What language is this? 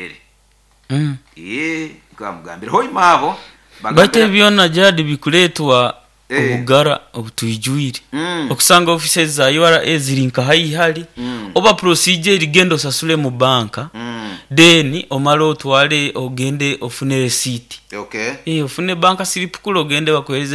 Nyoro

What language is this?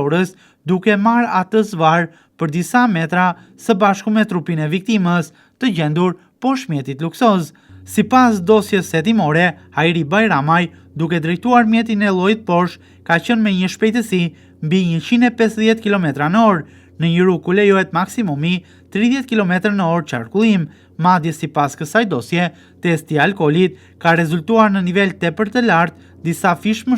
Albanian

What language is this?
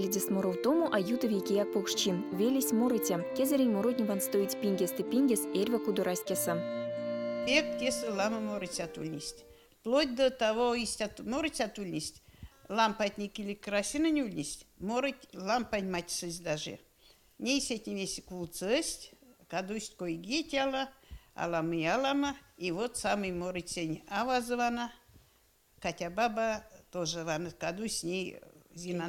Erzya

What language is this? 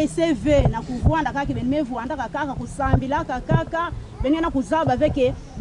Lingala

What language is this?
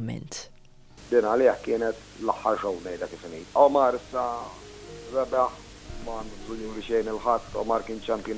Maltese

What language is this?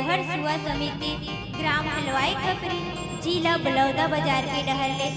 Chhattisgarhi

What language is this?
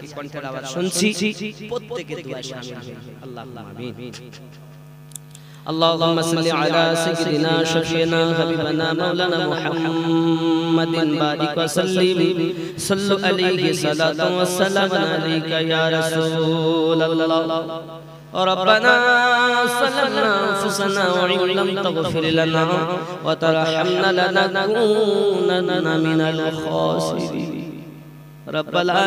Bangla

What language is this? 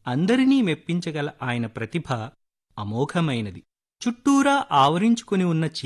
Telugu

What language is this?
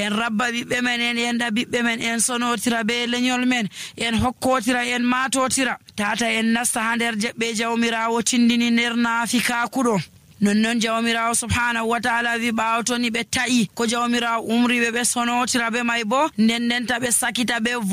Nigerian Fulfulde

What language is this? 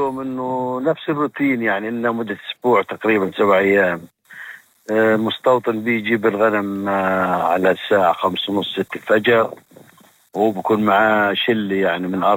North Levantine Arabic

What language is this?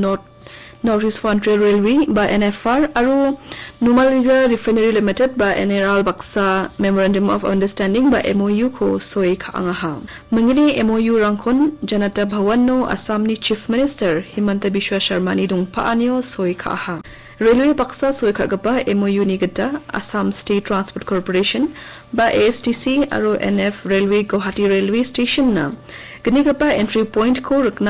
Garo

